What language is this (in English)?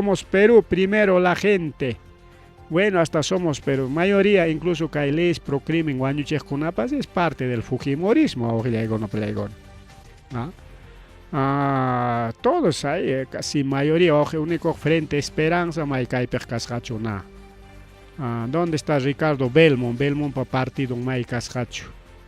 Ayacucho Quechua